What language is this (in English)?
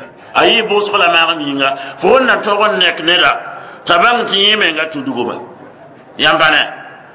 Mossi